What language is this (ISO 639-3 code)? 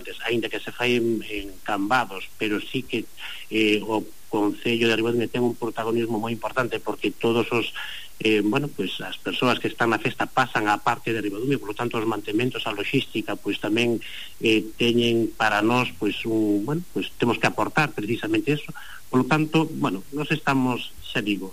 glg